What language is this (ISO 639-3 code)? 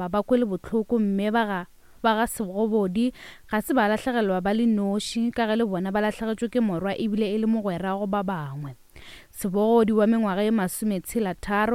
nso